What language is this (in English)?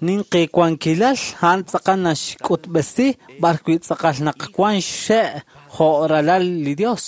Kekchí